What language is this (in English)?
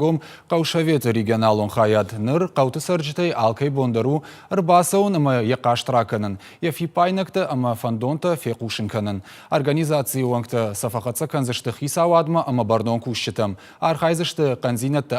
Ossetic